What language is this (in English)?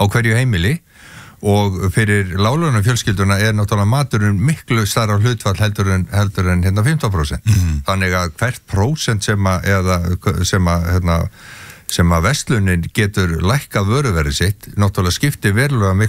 Icelandic